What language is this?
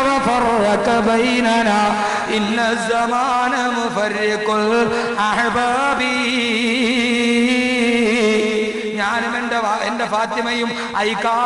Malayalam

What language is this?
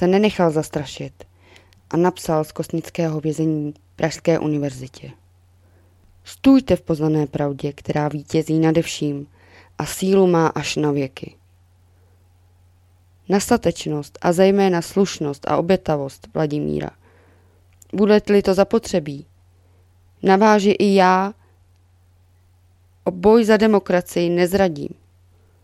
Czech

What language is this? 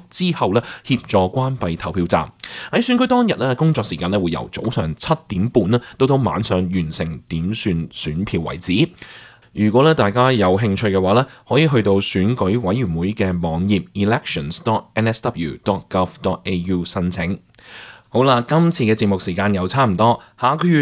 Cantonese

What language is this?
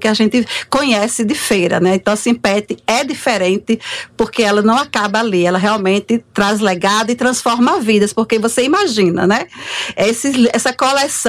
Portuguese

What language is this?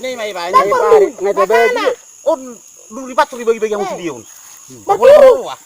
Batak Toba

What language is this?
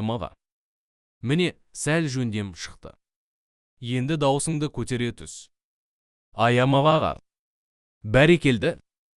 Kazakh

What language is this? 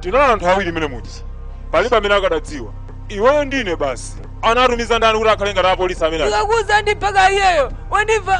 Nyanja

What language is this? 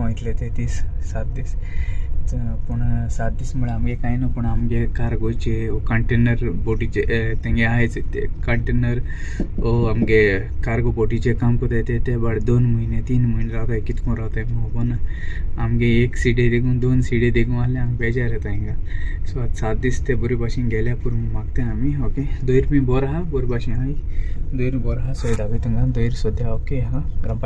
Konkani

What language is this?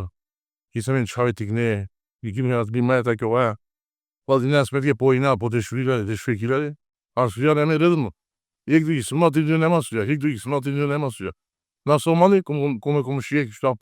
Macedonian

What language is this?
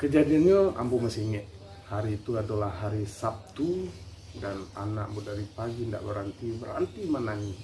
Minangkabau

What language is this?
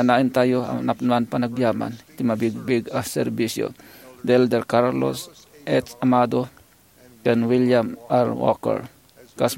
Iloko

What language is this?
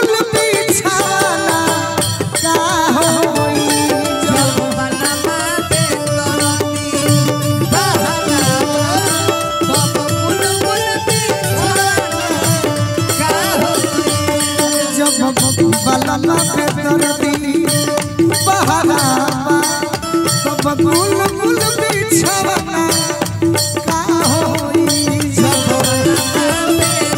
Bhojpuri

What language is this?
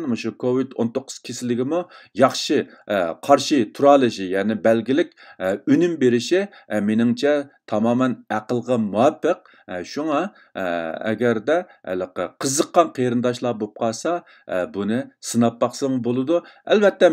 Uyghur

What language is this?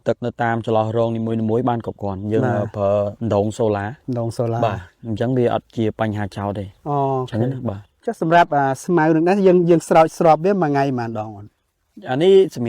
Khmer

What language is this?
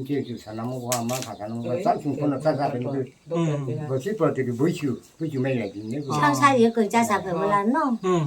Riang (India)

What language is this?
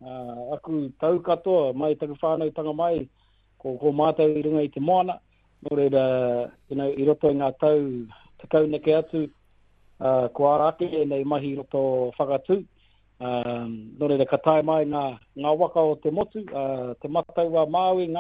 Māori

